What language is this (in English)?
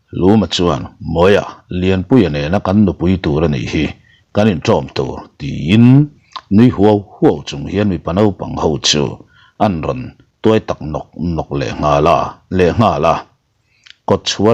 Mizo